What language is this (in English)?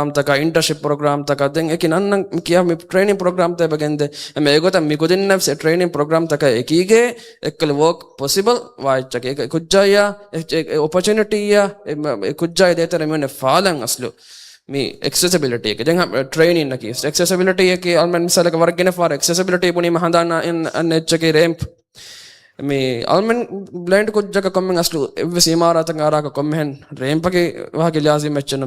Divehi